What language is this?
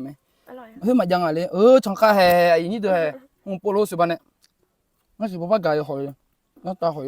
Akha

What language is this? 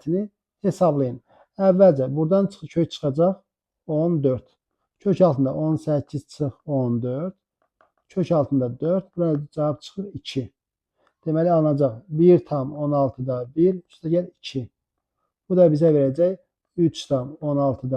Azerbaijani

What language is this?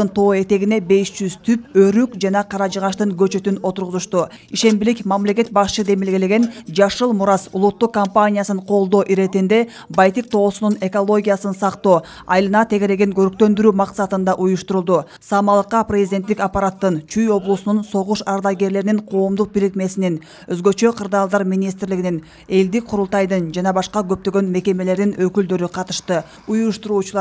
Kyrgyz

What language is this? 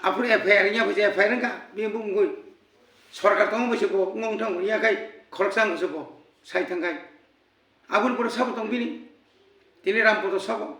Kok Borok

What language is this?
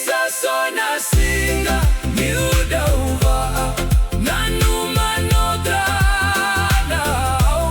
Fijian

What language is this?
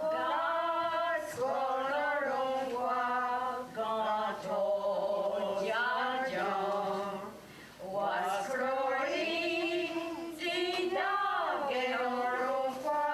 Mohawk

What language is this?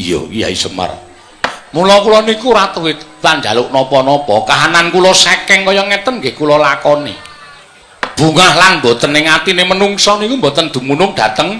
Javanese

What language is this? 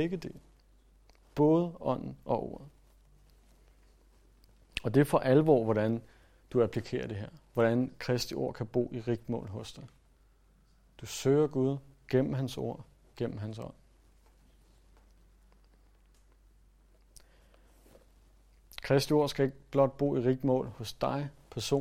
Danish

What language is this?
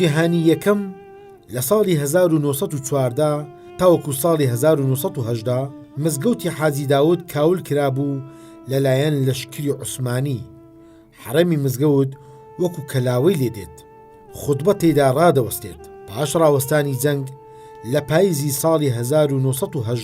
Central Kurdish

